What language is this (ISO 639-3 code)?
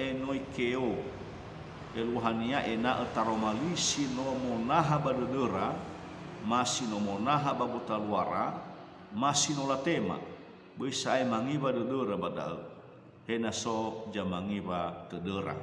nia